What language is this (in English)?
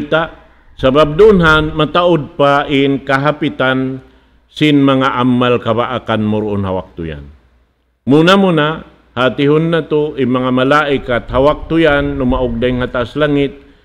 Tausug